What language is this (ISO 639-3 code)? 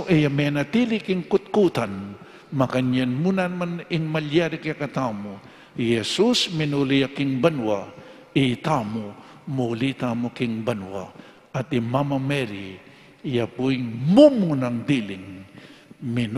pam